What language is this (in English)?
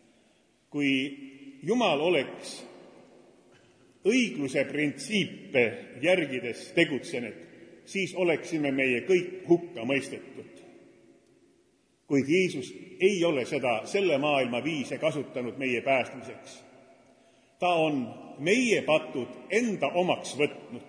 Estonian